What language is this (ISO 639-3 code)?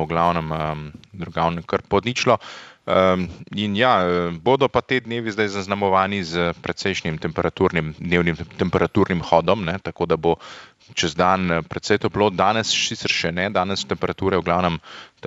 slv